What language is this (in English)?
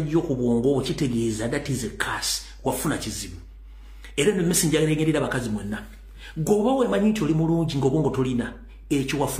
Ganda